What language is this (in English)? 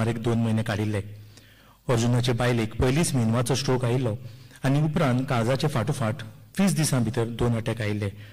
Konkani